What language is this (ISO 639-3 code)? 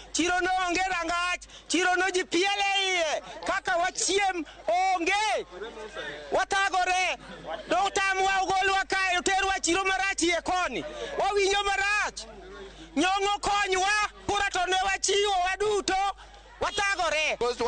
luo